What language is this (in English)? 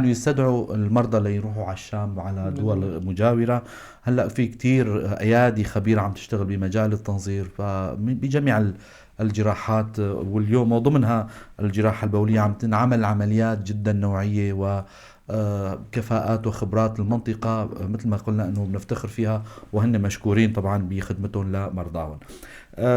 North Levantine Arabic